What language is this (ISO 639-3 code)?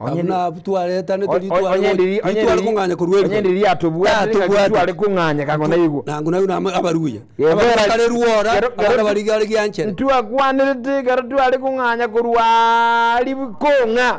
guz